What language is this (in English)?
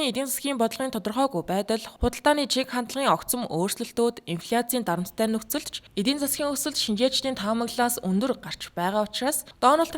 Mongolian